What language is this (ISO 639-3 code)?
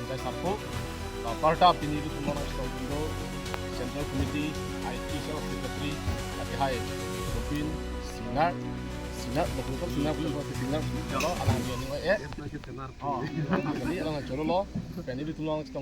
mjw